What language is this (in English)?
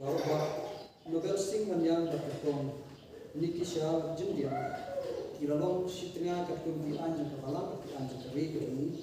Khasi